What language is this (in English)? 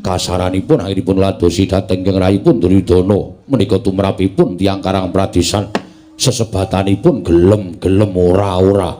Javanese